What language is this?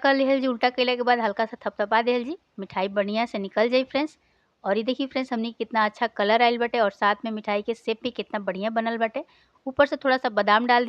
Bhojpuri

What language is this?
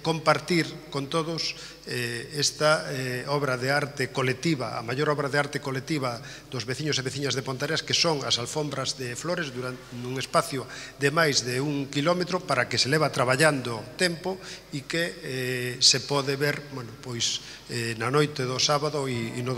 Galician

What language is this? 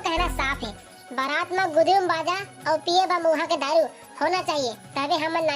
Chhattisgarhi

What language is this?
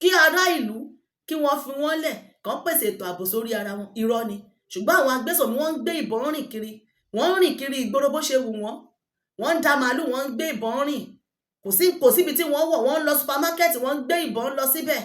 Yoruba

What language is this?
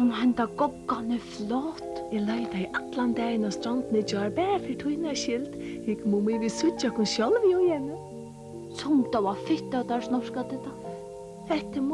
Faroese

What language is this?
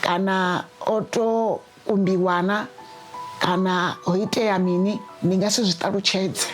Venda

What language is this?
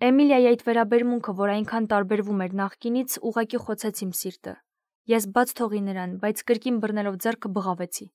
Armenian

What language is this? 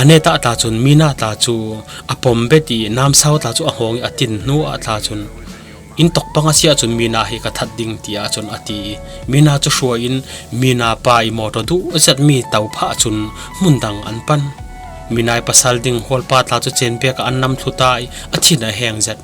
Falam Chin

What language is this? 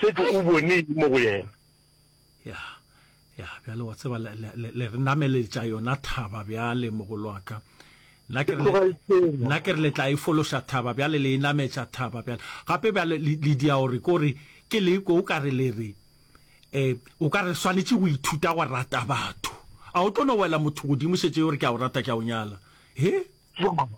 Northern Sotho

